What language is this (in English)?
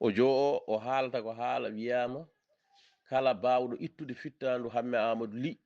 Fula